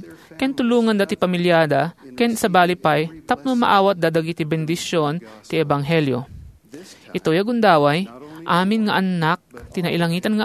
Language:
Iloko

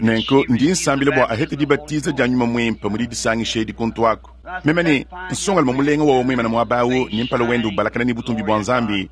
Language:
Luba-Lulua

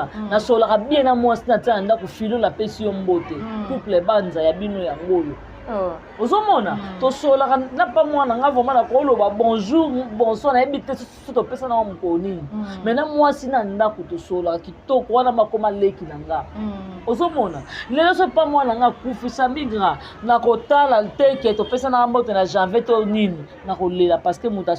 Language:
Lingala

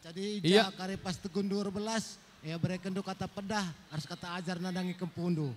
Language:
Batak Karo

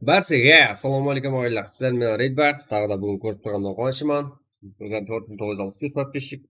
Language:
Kara-Kalpak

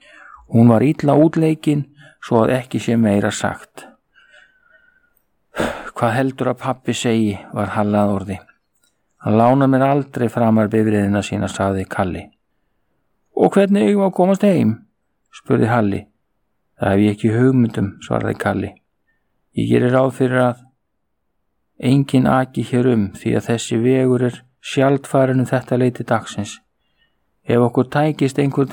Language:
Icelandic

